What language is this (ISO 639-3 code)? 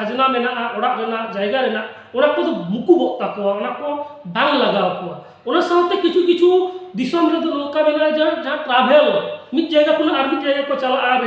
sat